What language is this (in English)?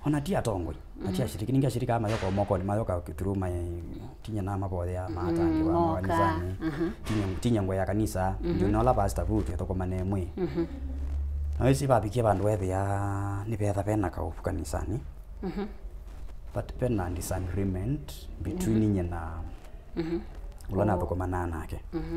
Kamba